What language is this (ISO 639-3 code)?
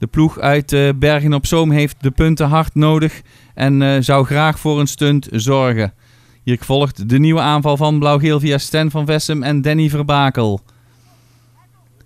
nld